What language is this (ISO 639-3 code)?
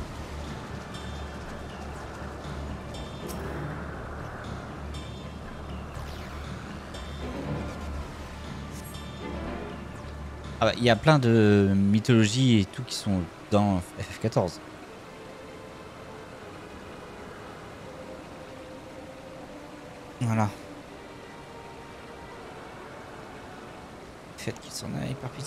fra